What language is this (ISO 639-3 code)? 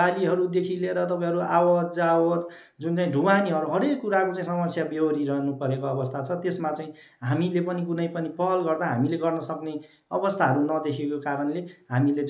nep